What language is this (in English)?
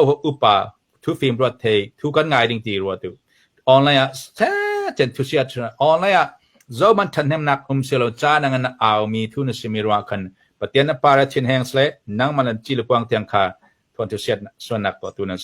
Falam Chin